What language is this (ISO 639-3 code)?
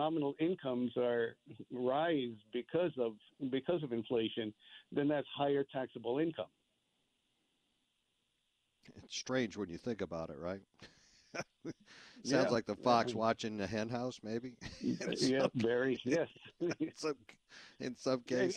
eng